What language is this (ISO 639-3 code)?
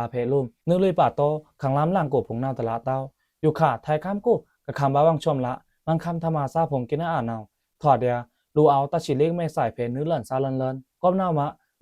blk